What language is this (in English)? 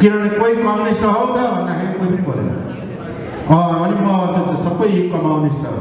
Nepali